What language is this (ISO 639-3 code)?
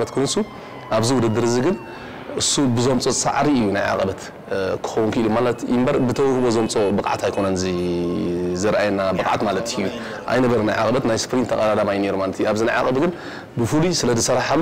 tir